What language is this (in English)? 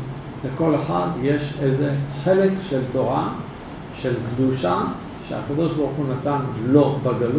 Hebrew